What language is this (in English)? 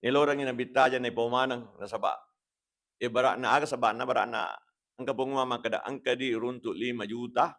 Buginese